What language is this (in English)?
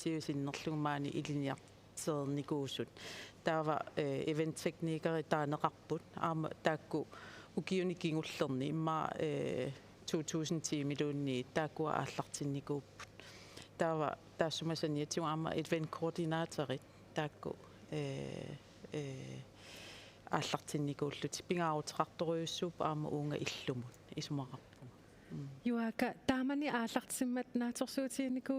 Kalaallisut